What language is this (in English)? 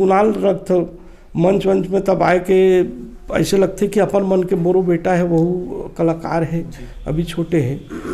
Chhattisgarhi